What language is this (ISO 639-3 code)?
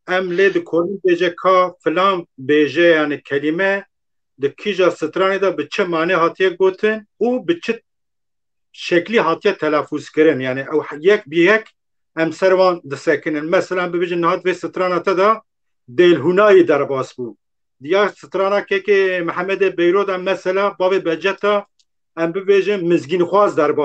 kur